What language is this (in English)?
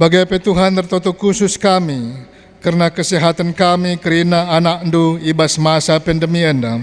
Batak Karo